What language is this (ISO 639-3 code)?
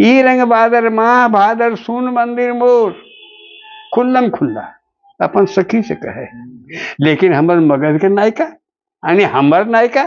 mag